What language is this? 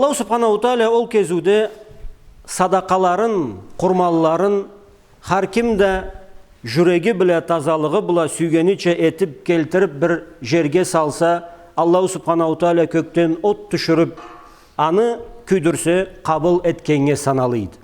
Karachay-Balkar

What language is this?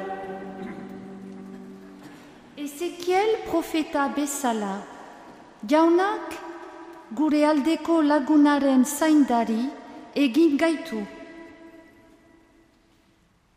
Basque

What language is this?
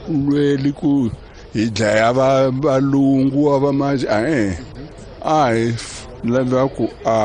Tsonga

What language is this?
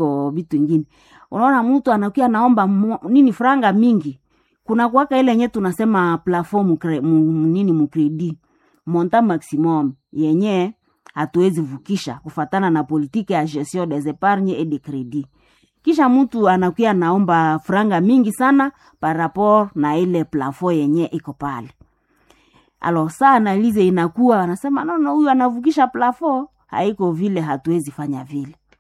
Swahili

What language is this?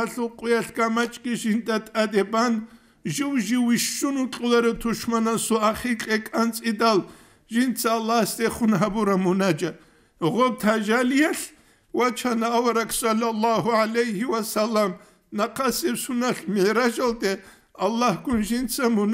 Avaric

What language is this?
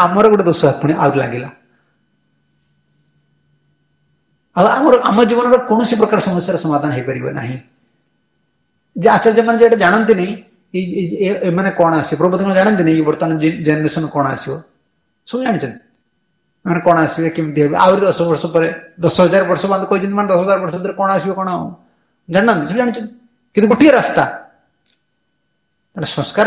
Odia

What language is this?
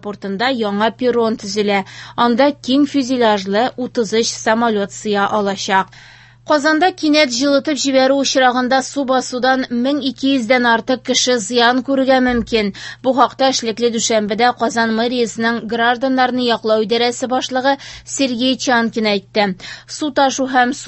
Tatar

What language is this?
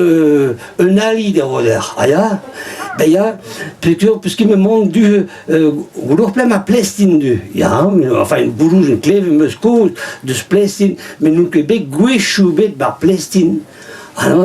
Breton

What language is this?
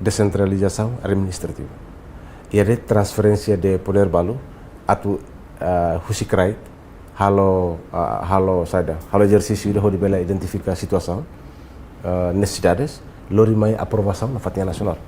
Tetum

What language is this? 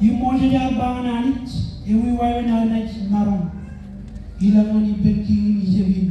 Marshallese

